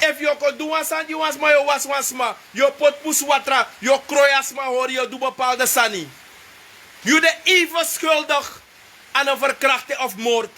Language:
Sranan Tongo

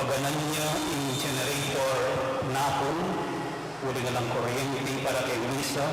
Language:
Pampanga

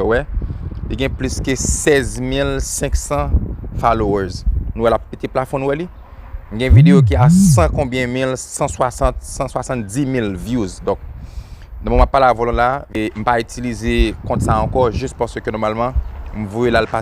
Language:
Haitian Creole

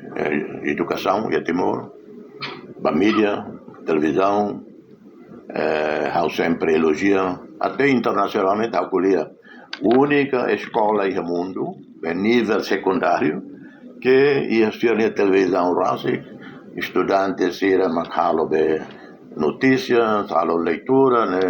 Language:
Tetum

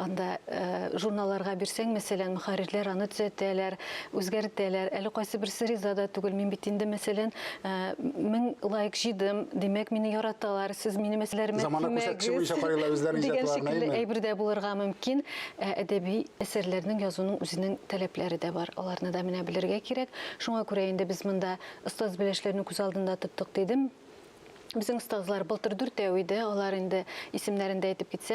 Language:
Tatar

